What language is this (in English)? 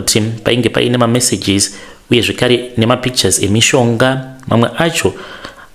Shona